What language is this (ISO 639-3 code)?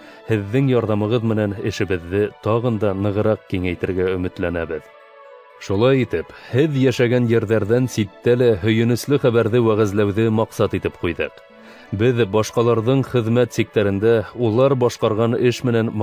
bak